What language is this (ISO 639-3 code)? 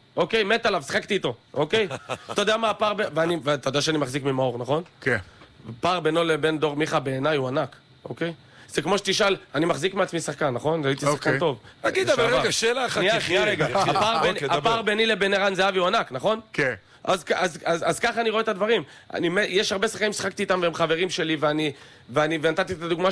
heb